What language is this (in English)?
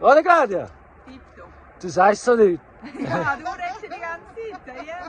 Swiss German